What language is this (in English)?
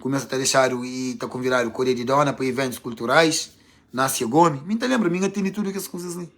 Kabuverdianu